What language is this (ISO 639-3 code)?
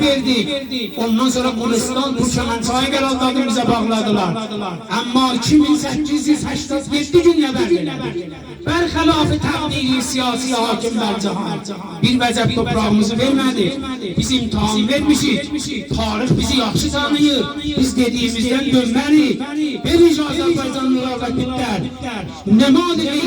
azb